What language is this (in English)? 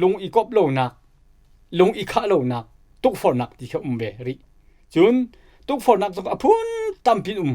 Hakha Chin